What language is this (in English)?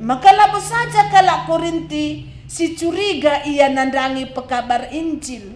Batak Karo